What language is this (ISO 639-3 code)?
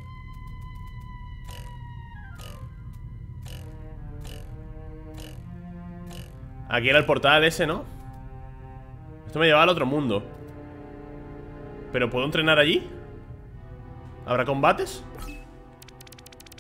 spa